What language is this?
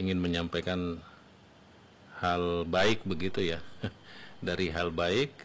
Indonesian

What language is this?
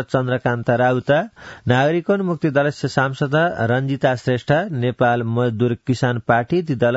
Sanskrit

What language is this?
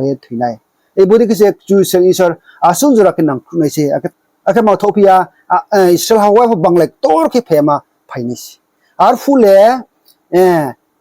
Riang (India)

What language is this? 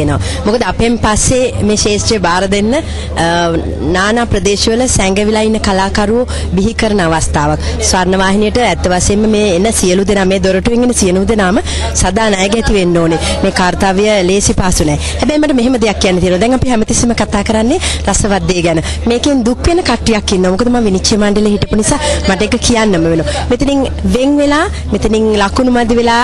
Sinhala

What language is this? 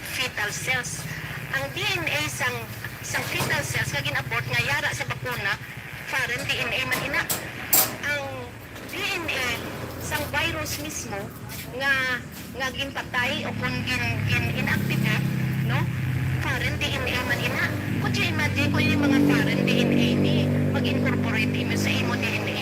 Hiligaynon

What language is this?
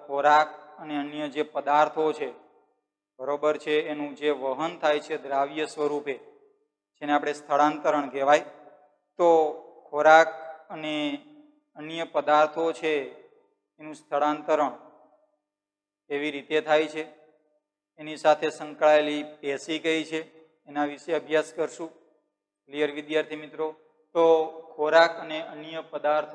Gujarati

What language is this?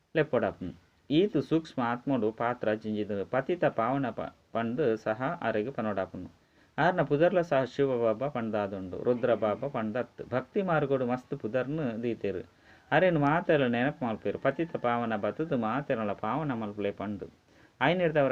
Tulu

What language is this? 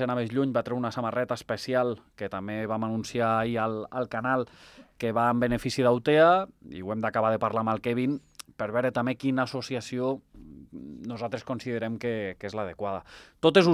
Catalan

